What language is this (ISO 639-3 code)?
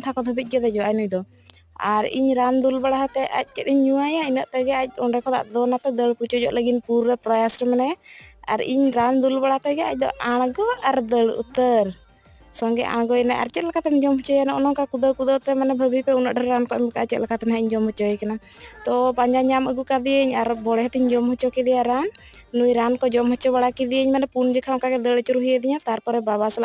sat